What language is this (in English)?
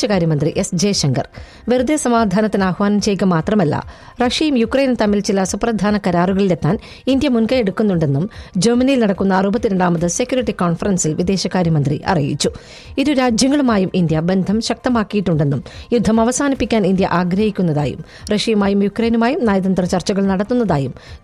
Malayalam